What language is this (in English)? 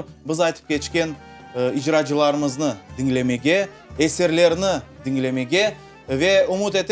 Crimean Tatar